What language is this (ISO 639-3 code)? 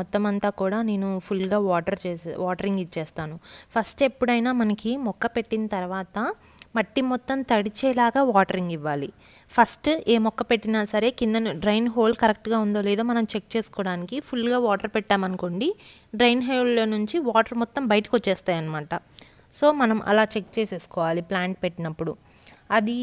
tel